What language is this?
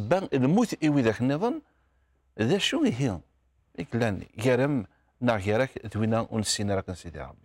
Kabyle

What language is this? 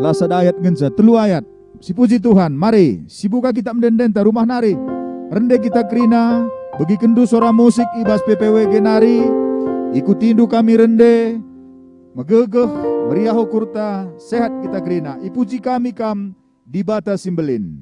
Batak Karo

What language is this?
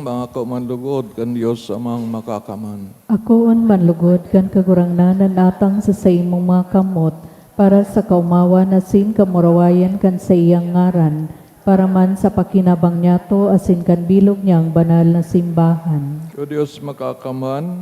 Bikol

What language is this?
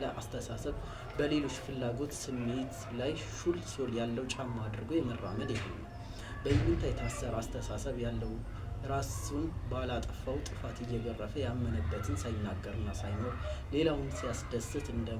Amharic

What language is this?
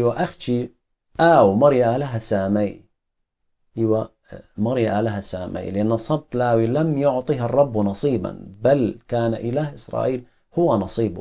Assyrian Neo-Aramaic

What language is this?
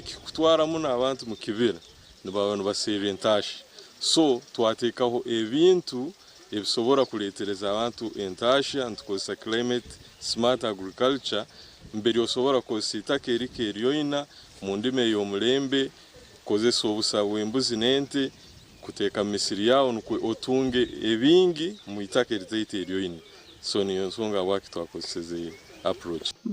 Nyankole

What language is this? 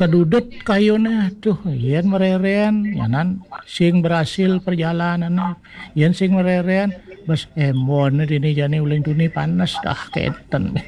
Balinese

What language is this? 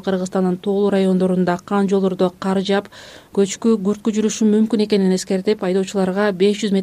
Kyrgyz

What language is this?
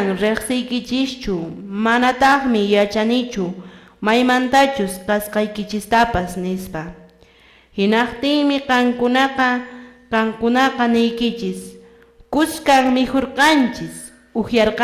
Quechua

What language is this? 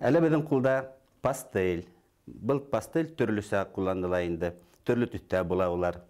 Bashkir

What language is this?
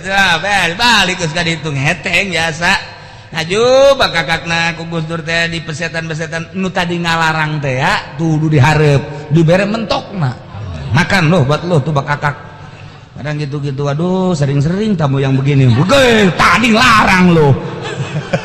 Sundanese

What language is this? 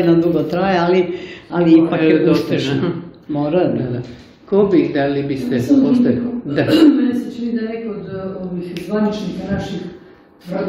Serbian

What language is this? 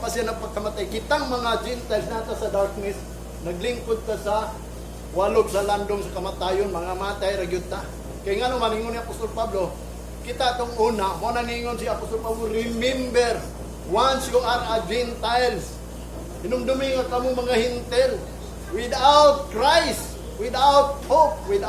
Cebuano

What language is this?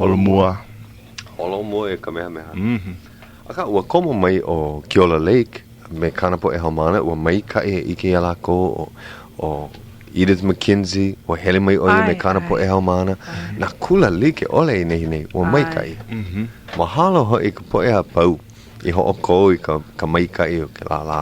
Hawaiian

